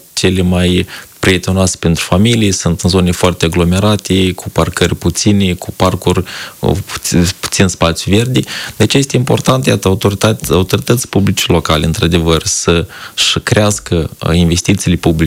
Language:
Romanian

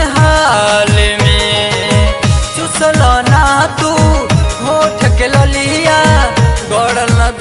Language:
Bhojpuri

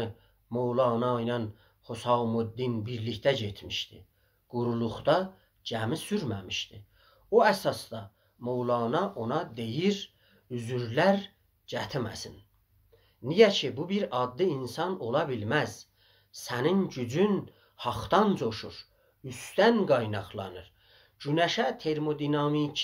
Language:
South Azerbaijani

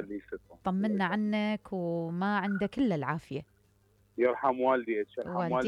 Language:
Mesopotamian Arabic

